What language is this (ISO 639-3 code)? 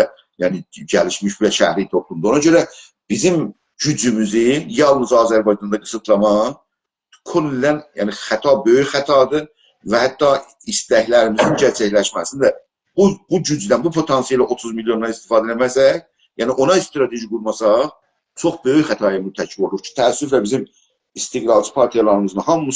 azb